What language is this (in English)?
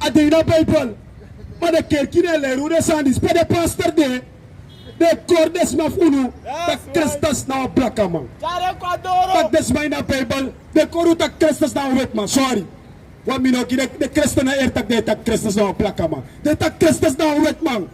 Sranan Tongo